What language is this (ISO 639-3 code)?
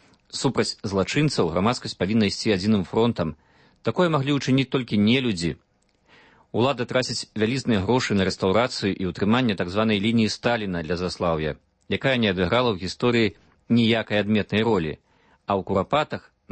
bel